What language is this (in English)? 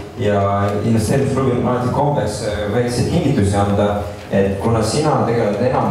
Estonian